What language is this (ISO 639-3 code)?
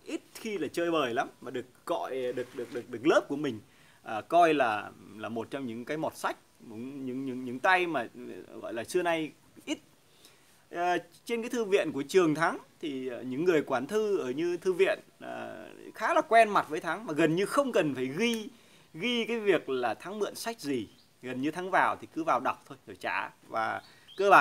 vie